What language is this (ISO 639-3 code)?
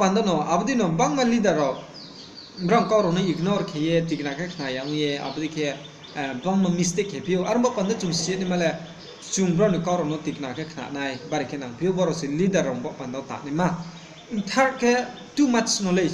ria